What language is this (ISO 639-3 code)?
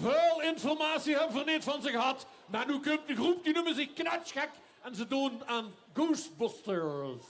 lim